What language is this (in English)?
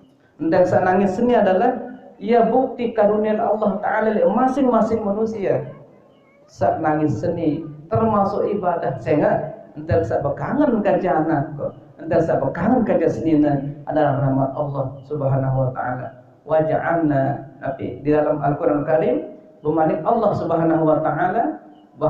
Sasak